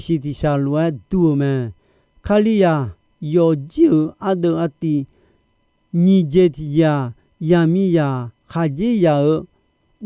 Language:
Akha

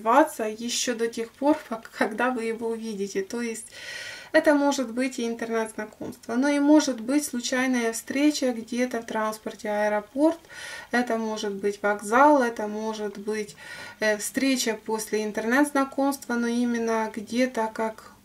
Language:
Russian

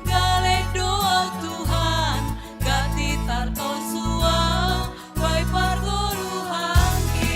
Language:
Batak Simalungun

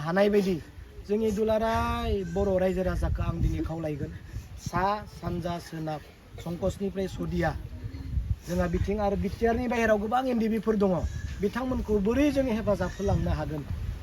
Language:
Bodo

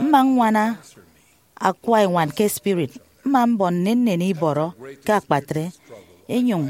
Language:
Efik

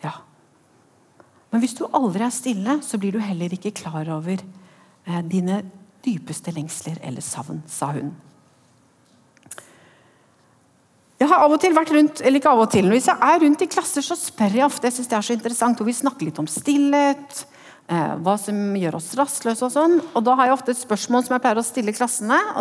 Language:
Norwegian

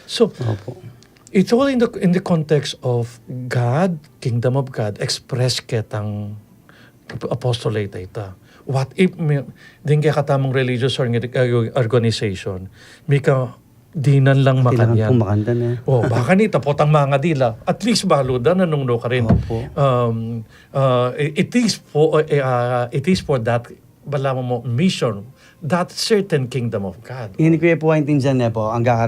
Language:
Pampanga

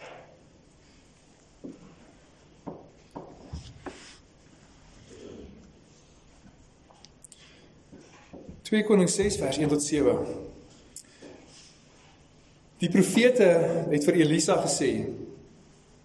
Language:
Afrikaans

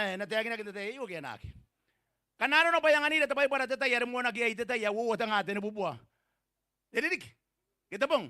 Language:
Gilbertese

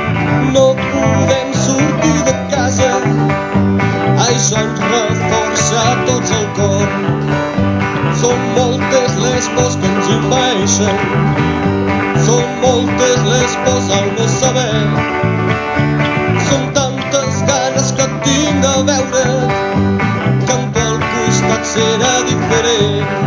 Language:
Catalan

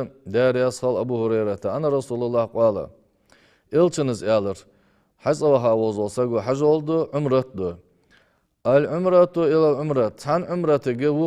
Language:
Ingush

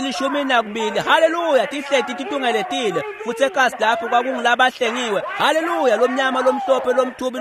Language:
Swati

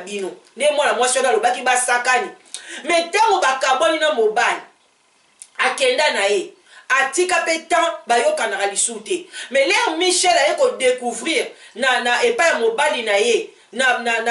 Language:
Lingala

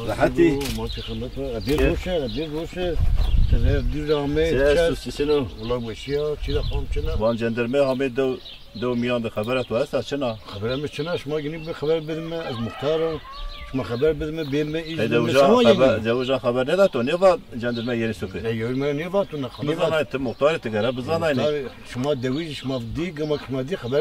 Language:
Zaza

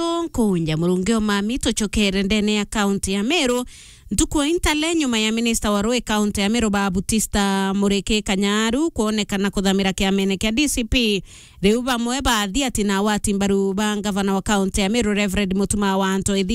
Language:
Meru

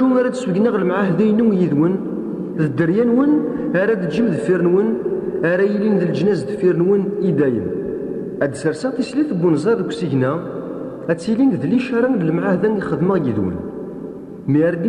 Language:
Kabyle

